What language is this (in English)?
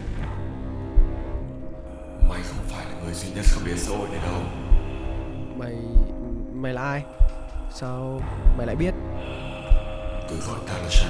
Vietnamese